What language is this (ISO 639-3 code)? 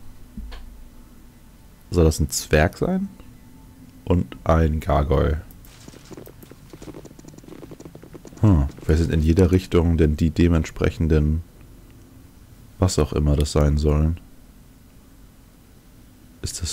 deu